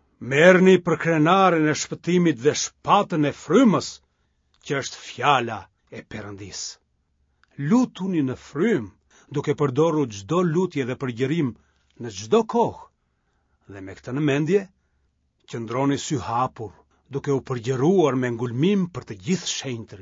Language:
Albanian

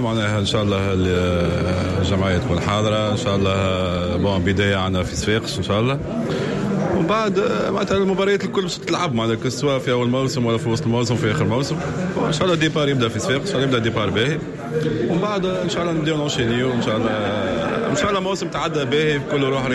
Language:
Tunisian Arabic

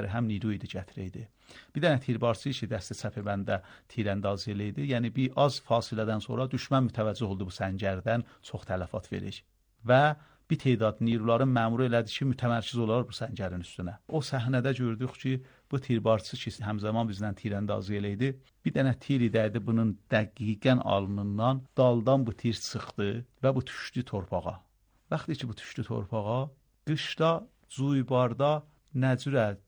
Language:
Azerbaijani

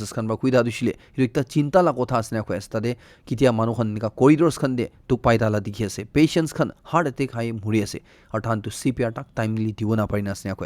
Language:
Naga Pidgin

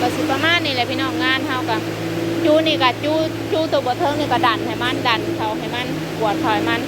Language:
Northeastern Thai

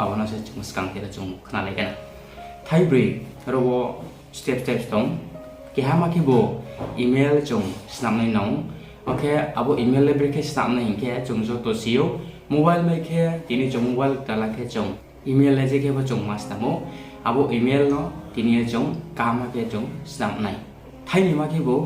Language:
Riang (India)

